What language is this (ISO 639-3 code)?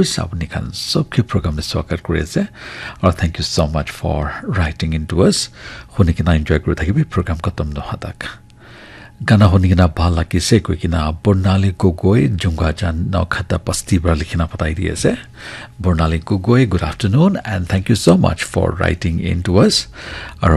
nag